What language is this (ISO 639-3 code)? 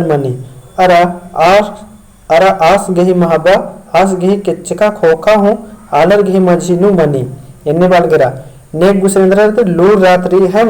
kru